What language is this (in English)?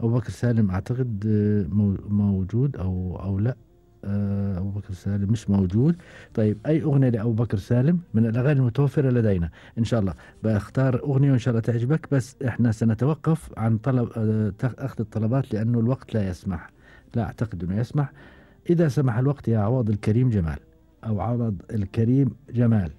Gulf Arabic